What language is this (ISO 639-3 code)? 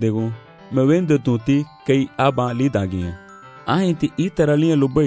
cab